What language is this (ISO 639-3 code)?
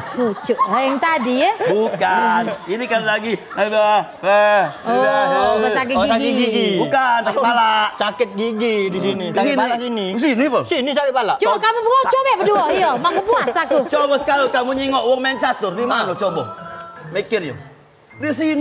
mui